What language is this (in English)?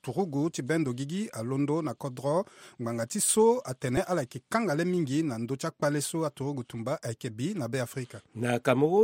Sango